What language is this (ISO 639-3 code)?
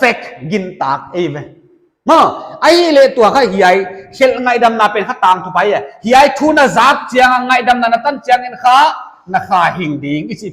pck